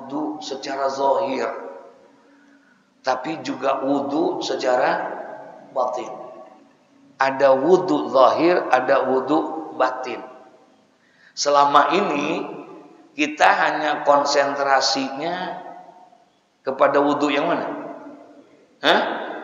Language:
Indonesian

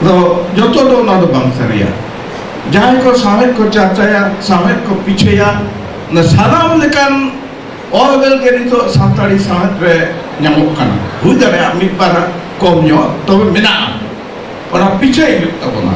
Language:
Santali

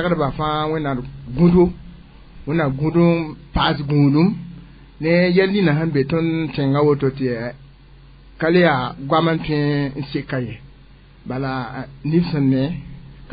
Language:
Mossi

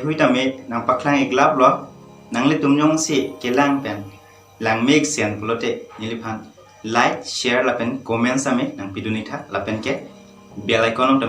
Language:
Karbi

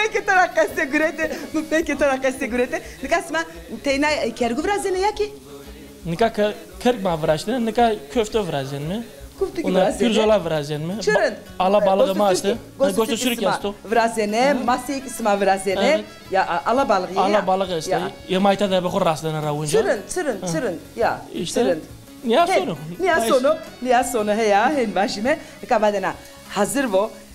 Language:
Zaza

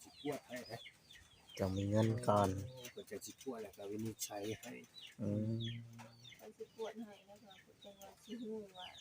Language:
Northeastern Thai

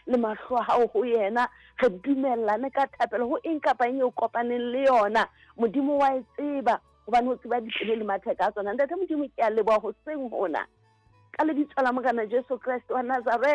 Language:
Southern Sotho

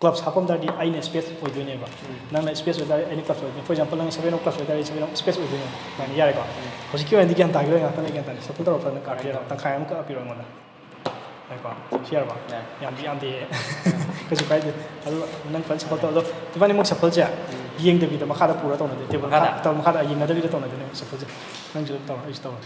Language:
Manipuri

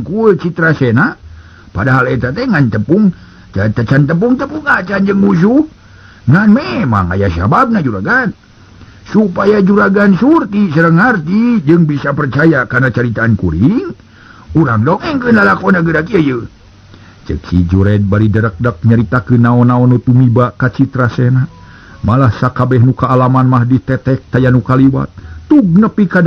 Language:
Sundanese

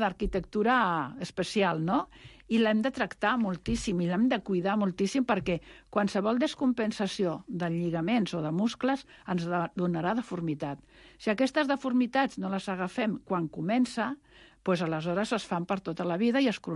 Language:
Catalan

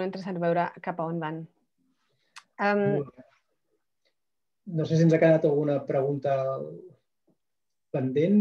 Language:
Catalan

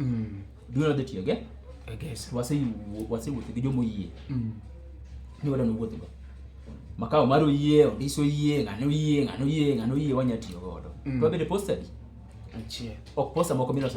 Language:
Luo (Kenya and Tanzania)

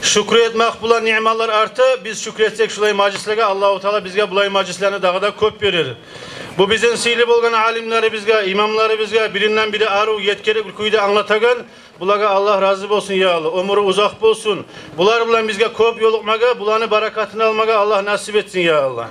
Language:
Kumyk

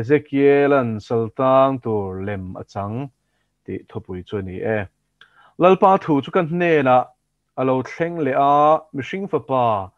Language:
Mizo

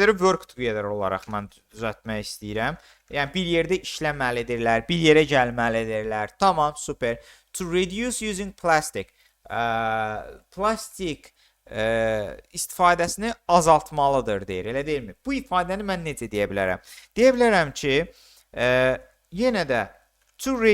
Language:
Azerbaijani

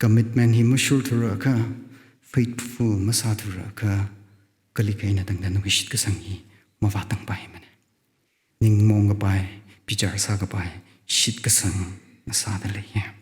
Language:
Tangkhul Naga (India)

